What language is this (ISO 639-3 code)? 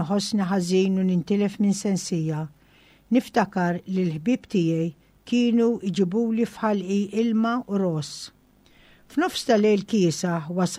mlt